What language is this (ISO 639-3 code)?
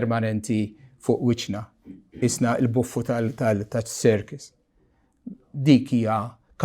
mlt